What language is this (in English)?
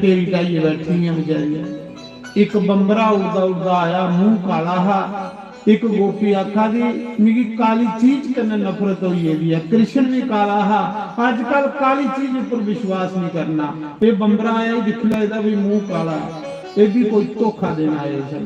Dogri